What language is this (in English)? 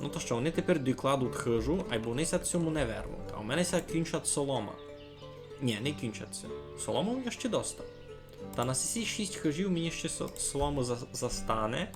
Rusyn